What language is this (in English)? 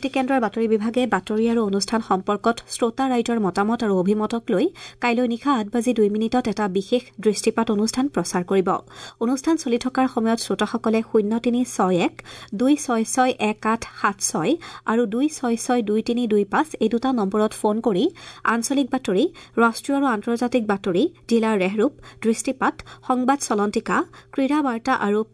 Assamese